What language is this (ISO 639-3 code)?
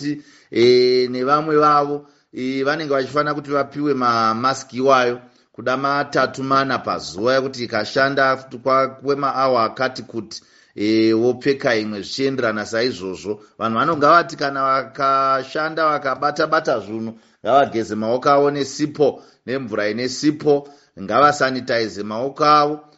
sna